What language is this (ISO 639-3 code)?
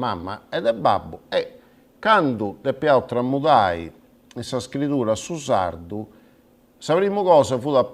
srd